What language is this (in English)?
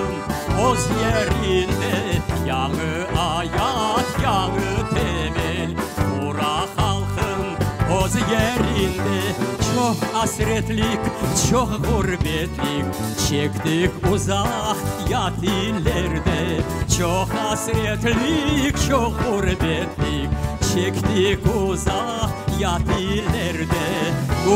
Crimean Tatar